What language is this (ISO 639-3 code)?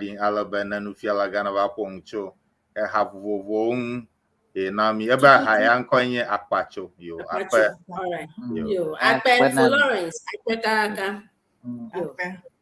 ewe